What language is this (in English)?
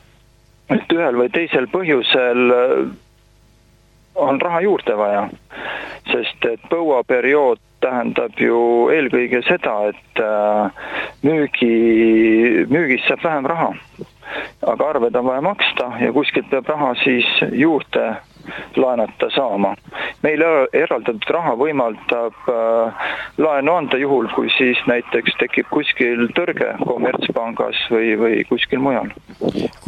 Estonian